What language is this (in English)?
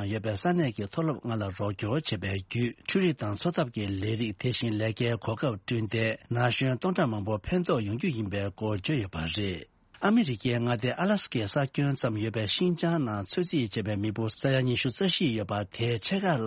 Tibetan